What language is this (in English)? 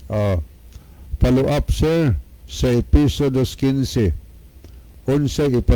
Cebuano